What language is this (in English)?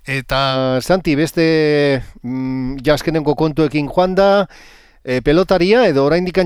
Basque